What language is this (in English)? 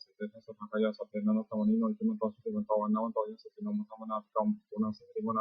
Pali